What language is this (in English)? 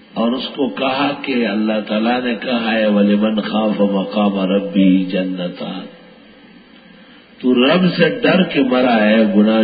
Urdu